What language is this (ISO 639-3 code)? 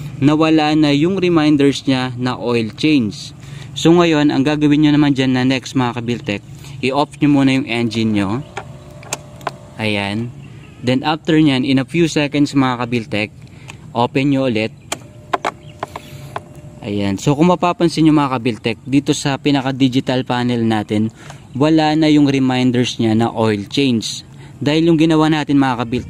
fil